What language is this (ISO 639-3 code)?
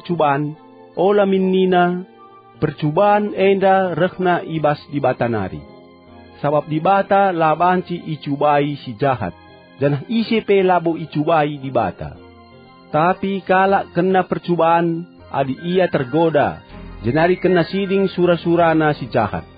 btx